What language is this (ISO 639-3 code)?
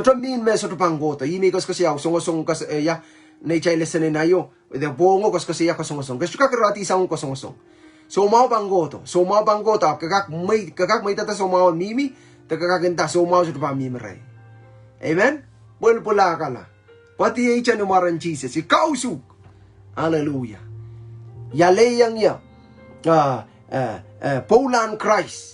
pon